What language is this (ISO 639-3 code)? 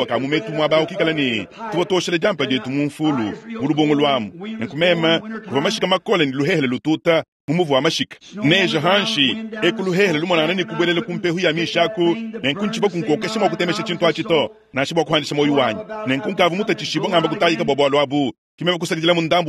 lua